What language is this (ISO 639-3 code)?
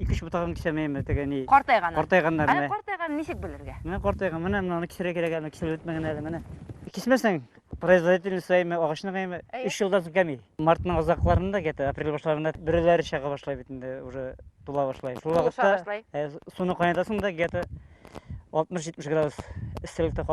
bak